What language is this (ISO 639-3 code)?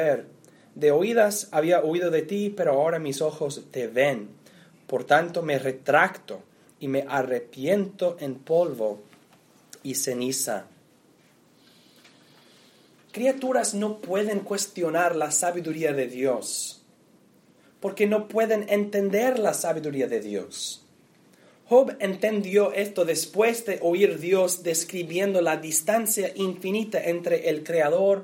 spa